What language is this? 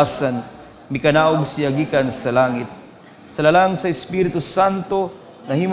Cebuano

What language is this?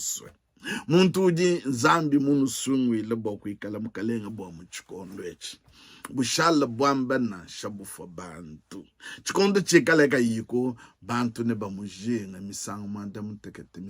Luba-Lulua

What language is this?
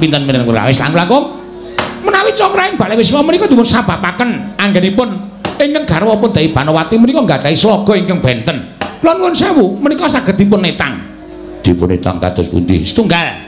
Javanese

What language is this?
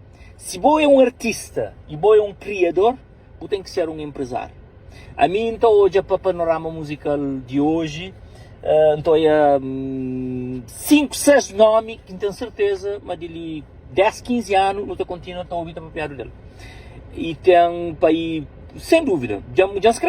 Kabuverdianu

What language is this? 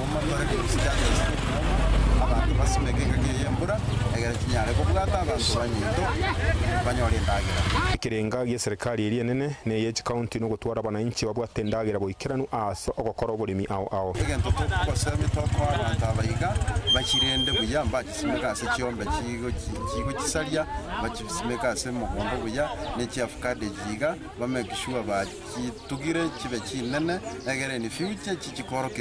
Gusii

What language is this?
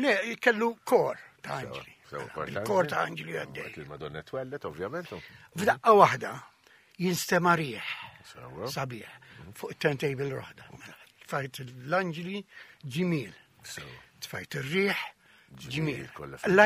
Maltese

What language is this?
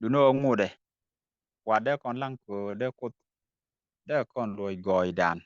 Nuer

